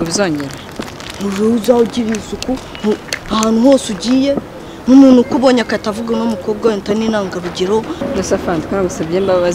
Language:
Kinyarwanda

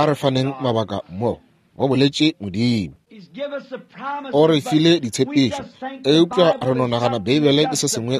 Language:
Northern Sotho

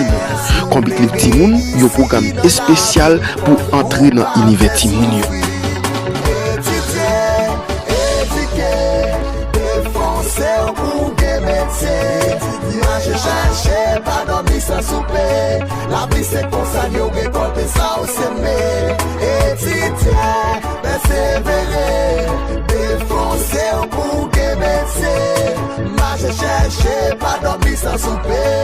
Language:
Haitian Creole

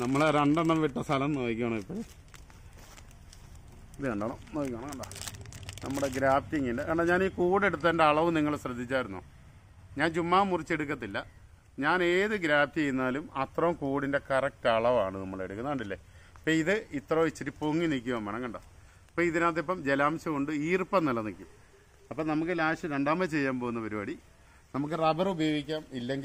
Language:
Malayalam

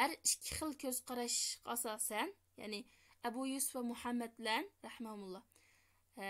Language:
Uyghur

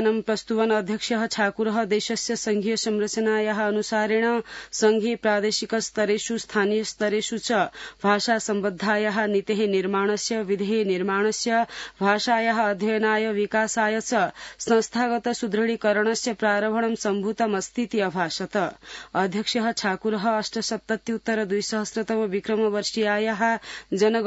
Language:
Sanskrit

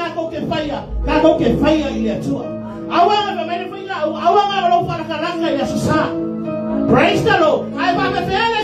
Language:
Samoan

